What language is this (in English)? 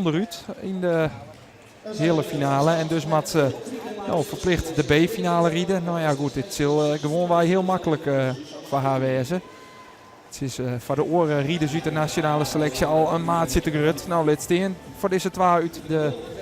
Western Frisian